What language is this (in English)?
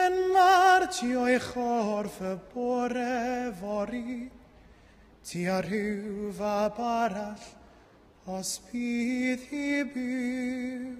Welsh